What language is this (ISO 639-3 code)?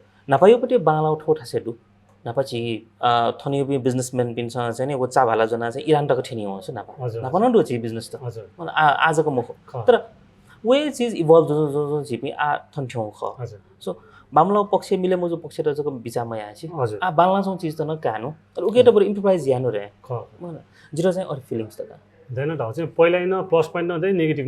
new